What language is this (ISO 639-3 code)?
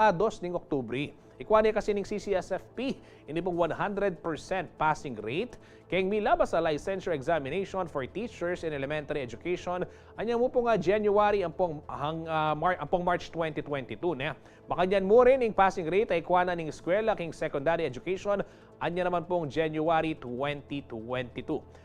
pam